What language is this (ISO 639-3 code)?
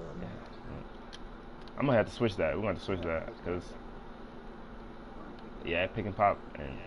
eng